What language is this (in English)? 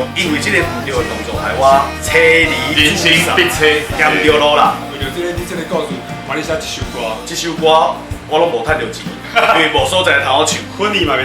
Min Nan Chinese